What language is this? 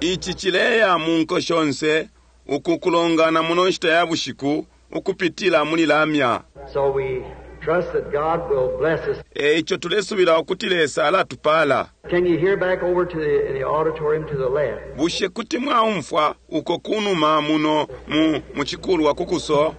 Bemba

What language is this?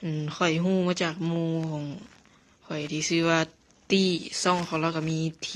Lao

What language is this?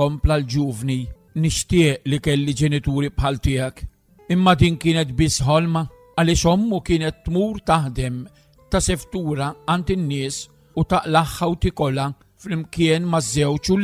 Maltese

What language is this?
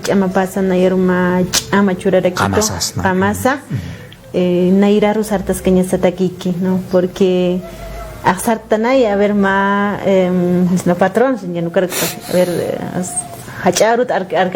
Aymara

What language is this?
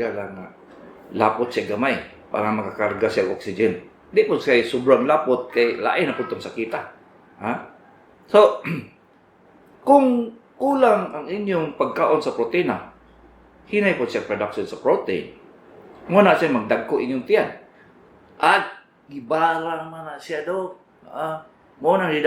Cebuano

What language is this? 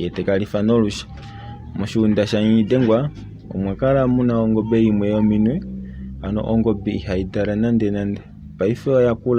Kuanyama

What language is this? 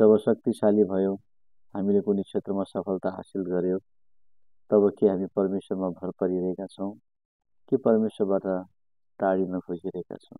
Nepali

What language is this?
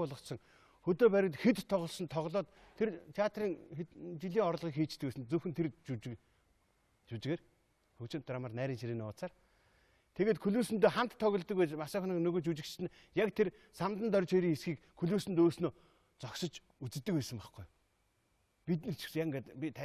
Mongolian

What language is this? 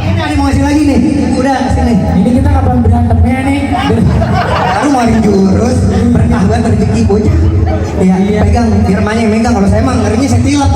Betawi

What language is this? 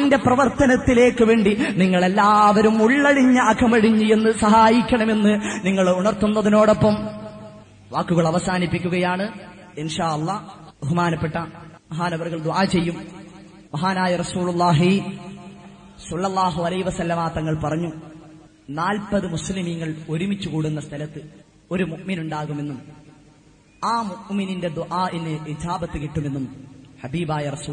Malayalam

